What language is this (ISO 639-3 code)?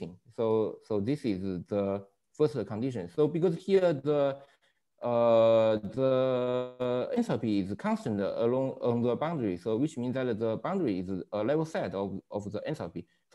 eng